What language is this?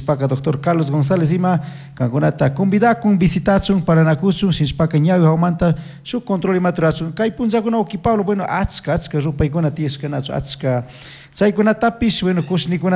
Chimborazo Highland Quichua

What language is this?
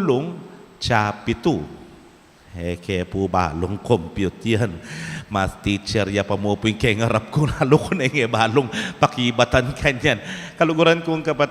Pampanga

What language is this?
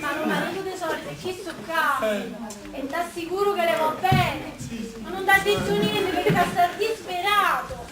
Neapolitan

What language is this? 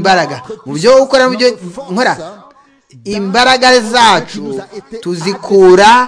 Kinyarwanda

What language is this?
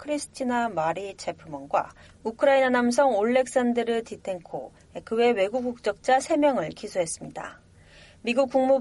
Korean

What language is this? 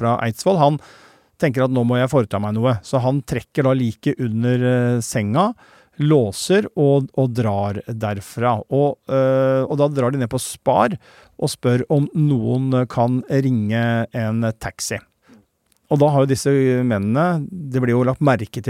Norwegian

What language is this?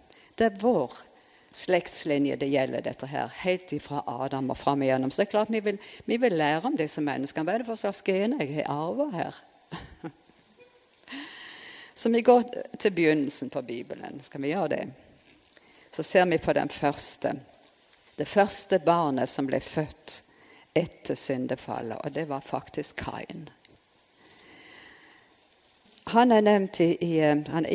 Norwegian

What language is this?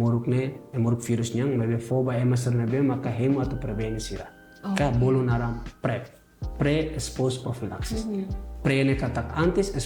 Tetum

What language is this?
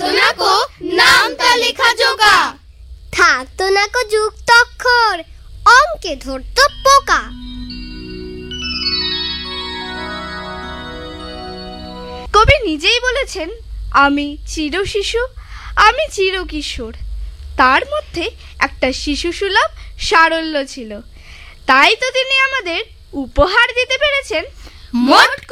Bangla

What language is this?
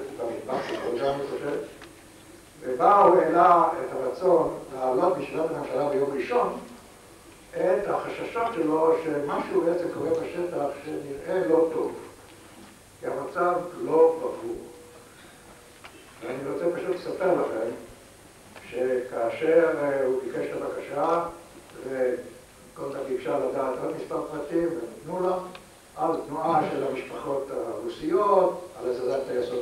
Hebrew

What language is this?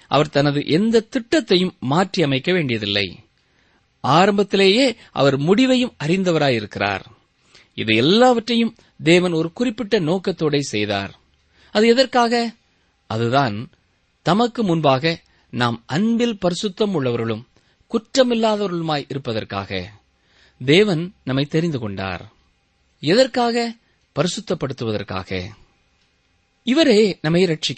Tamil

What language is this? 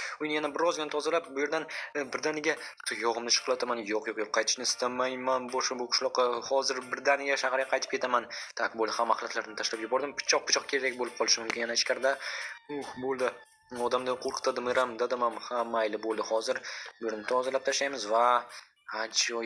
Uzbek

